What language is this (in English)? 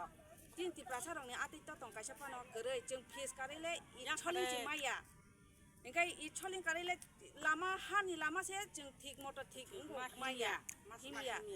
Kok Borok